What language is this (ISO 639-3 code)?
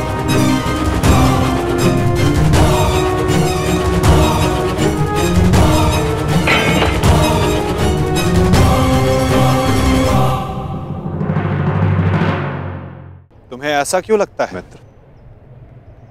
hin